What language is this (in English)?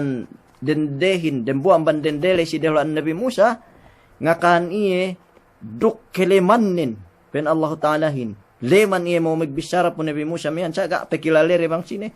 Yakan